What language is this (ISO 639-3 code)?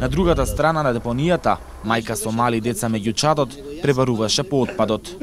mkd